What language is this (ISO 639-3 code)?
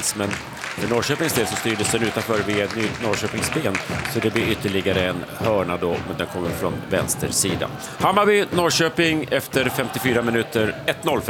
swe